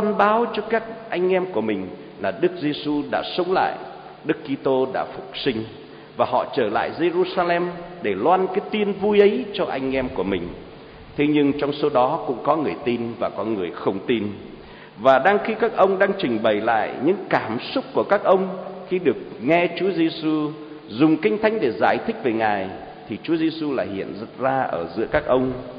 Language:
Vietnamese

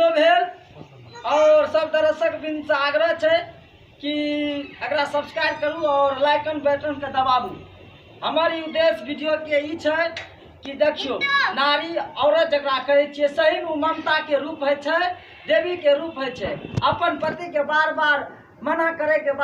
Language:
Maithili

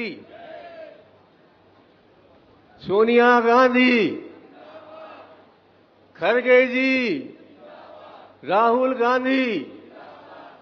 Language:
Hindi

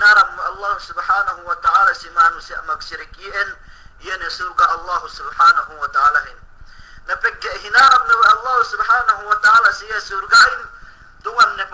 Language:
Yakan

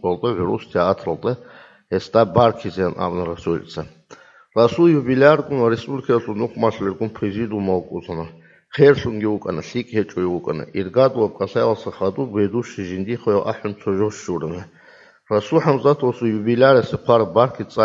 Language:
Avaric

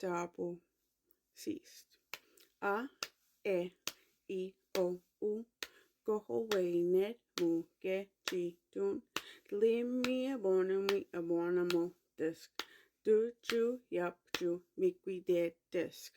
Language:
Mi'kmaw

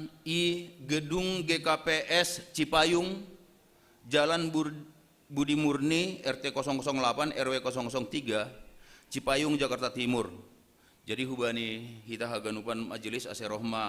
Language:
Batak Simalungun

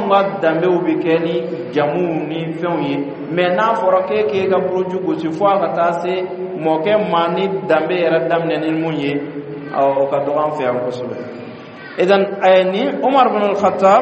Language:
Bambara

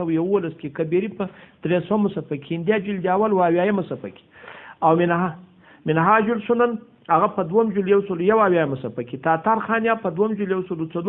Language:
Pashto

